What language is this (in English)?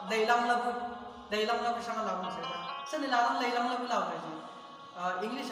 Chang Naga